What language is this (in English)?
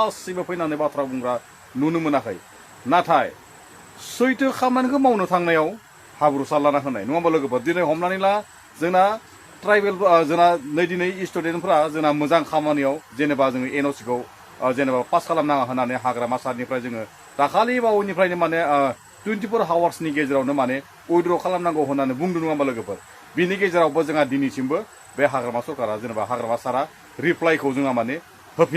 Bodo